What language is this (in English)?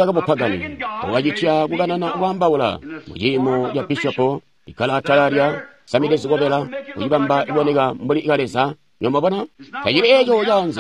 Tonga (Zambia)